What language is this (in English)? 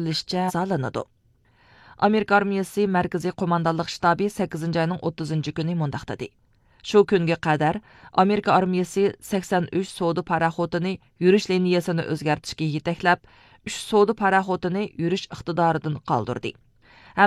Uyghur